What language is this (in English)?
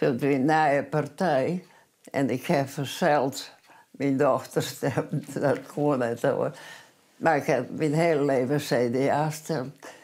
Western Frisian